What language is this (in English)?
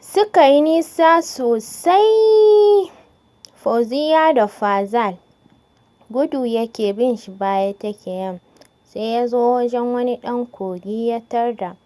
Hausa